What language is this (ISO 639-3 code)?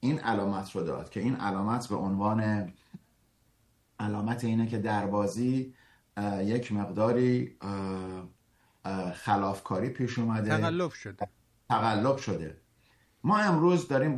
fas